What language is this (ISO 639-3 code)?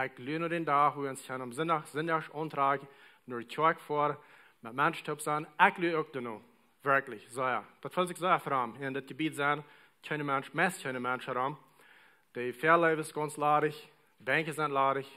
pdt